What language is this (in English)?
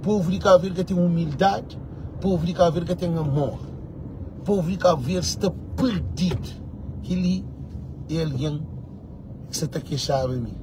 Kabuverdianu